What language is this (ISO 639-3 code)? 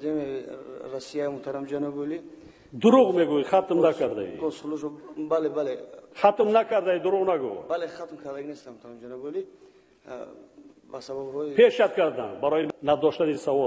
tgk